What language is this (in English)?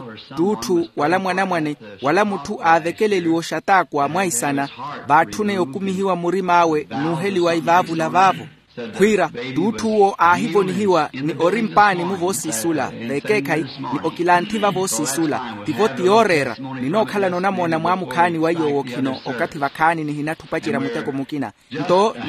Makhuwa